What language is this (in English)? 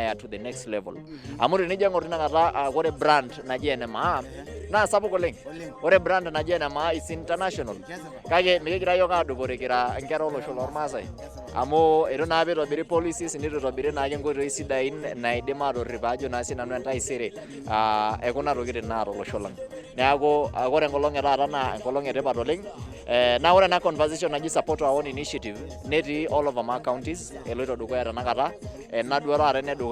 Masai